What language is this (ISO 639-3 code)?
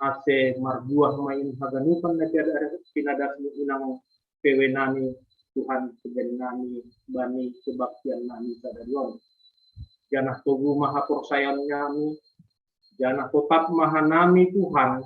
bts